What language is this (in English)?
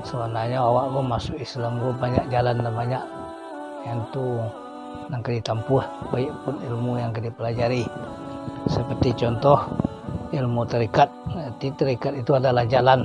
Minangkabau